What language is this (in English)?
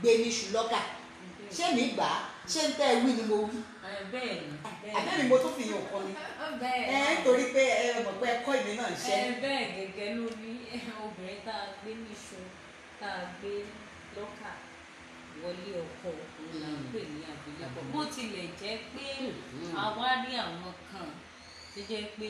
Yoruba